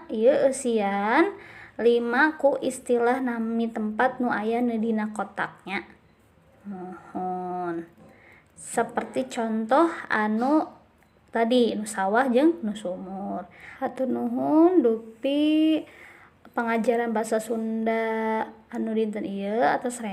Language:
Sundanese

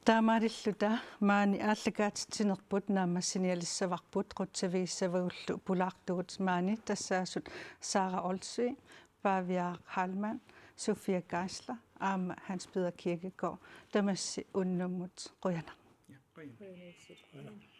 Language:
Kalaallisut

